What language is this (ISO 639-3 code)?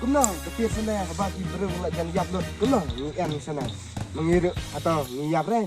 kha